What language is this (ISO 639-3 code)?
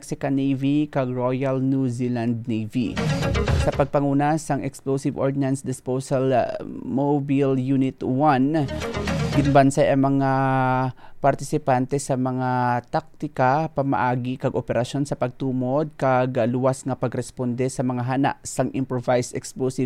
hil